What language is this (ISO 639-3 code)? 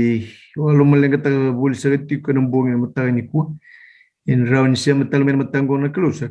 fij